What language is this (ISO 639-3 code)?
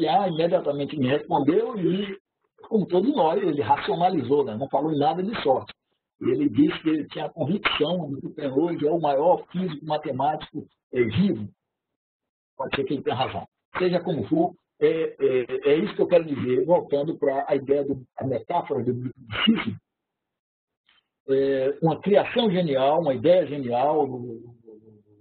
por